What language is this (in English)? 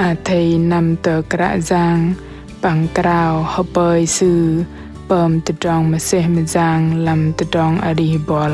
Bahnar